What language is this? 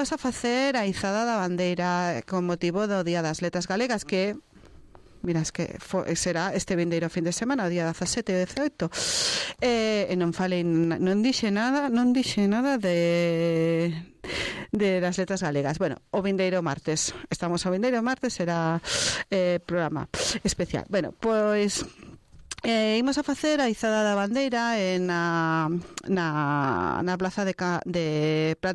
Galician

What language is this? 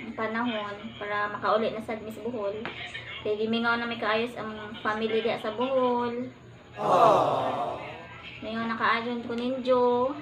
Cebuano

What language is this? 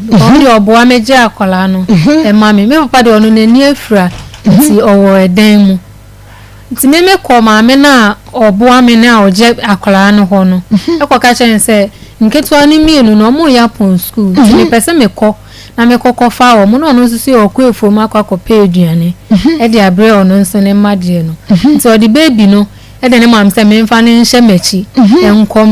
Akan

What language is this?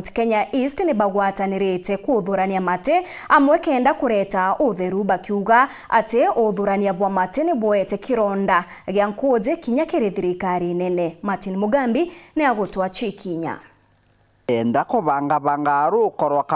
Meru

